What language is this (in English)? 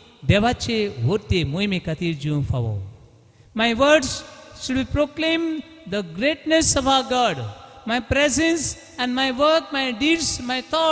Konkani